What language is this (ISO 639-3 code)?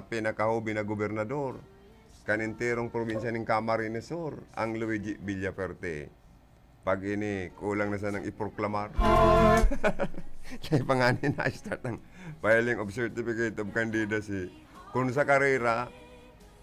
bik